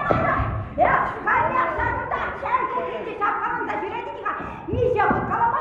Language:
Chuvash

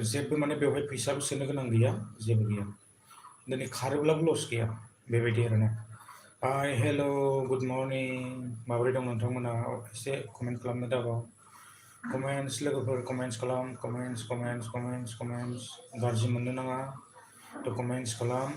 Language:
Bodo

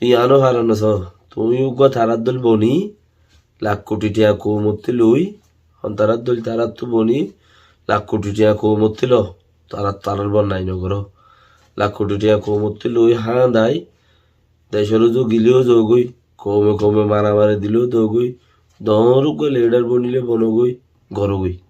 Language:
Rohingya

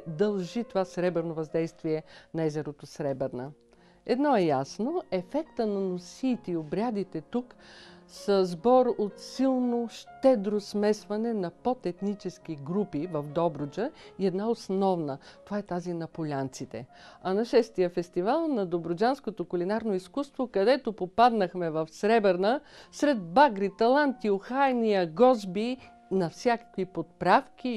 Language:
Bulgarian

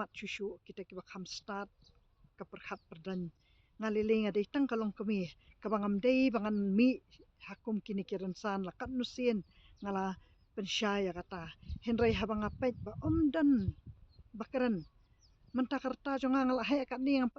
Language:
Khasi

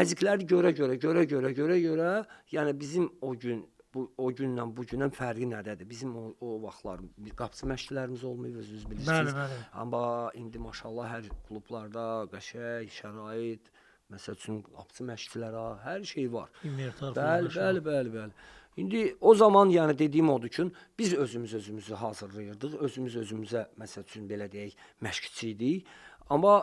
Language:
Azerbaijani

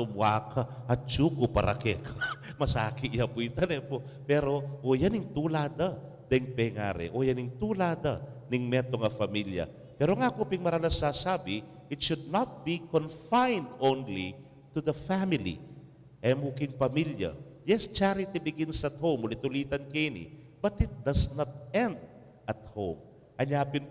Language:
Pampanga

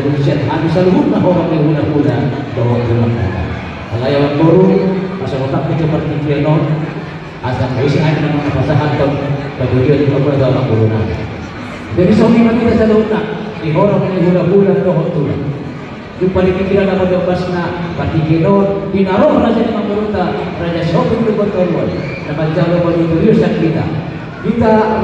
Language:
Batak Toba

